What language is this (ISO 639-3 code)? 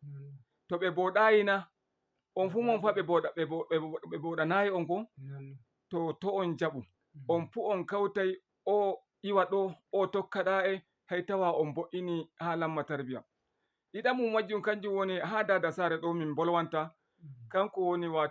ful